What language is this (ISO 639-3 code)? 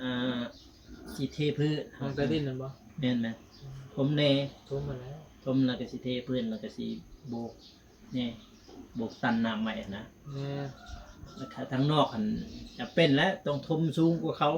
tts